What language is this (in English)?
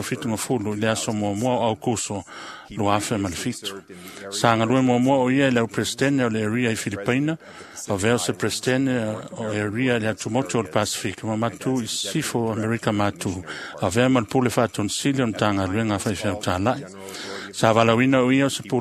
Samoan